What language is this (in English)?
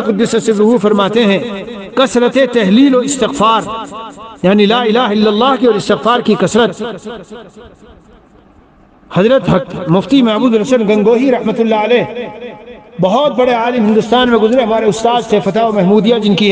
Urdu